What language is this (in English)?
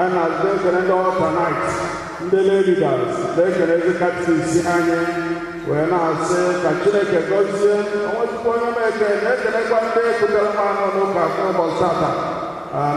Igbo